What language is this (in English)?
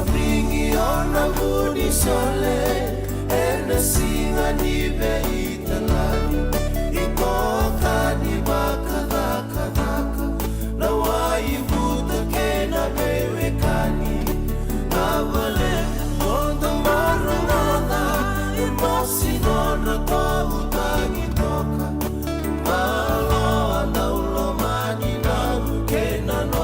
Fijian